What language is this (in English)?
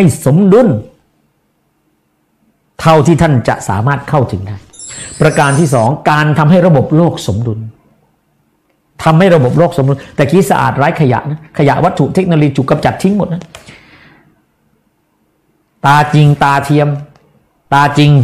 Thai